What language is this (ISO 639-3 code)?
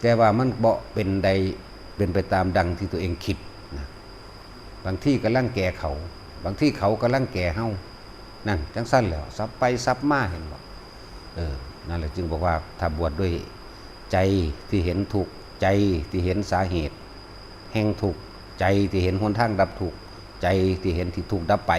tts